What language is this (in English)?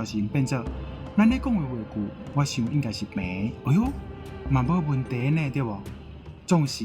Min Nan Chinese